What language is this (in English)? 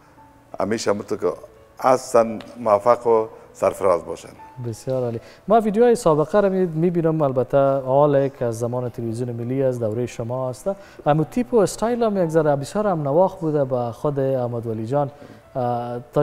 Persian